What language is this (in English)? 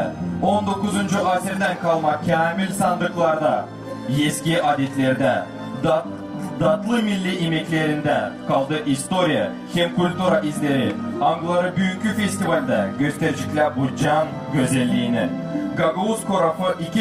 Gagauz